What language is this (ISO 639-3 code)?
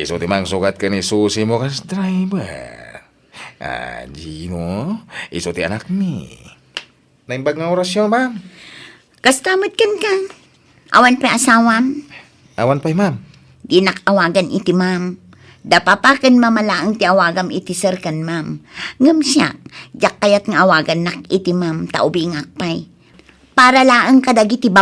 ilo